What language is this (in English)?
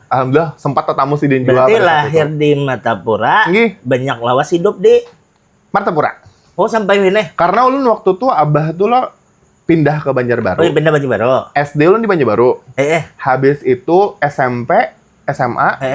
Banjar